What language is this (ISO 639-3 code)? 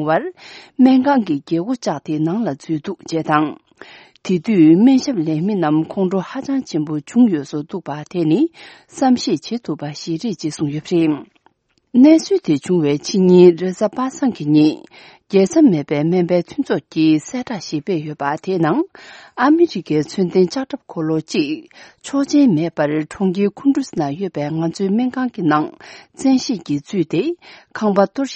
bod